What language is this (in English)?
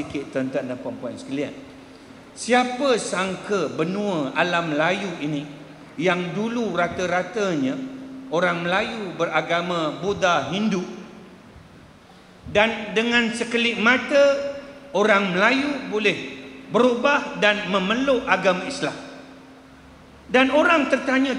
Malay